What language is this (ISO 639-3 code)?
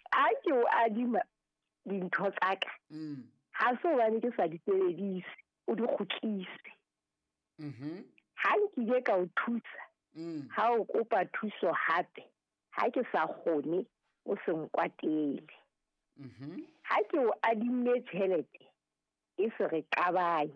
sot